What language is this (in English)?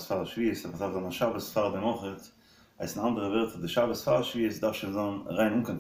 Yiddish